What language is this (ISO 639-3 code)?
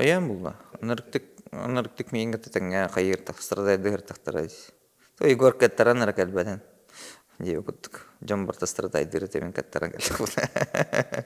sah